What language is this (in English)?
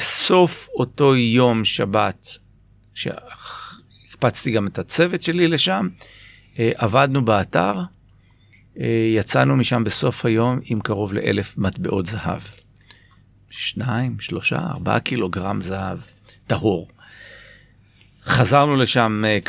Hebrew